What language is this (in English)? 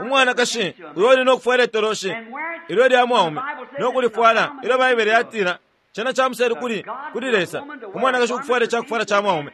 Bemba